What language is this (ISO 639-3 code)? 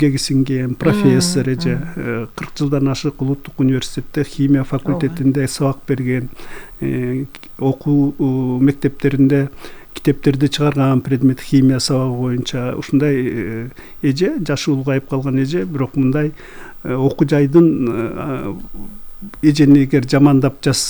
kir